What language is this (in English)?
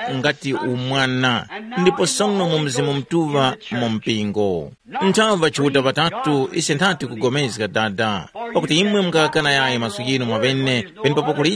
Tumbuka